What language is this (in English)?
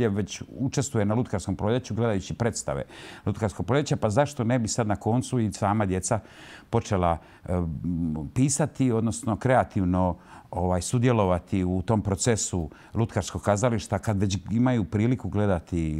Croatian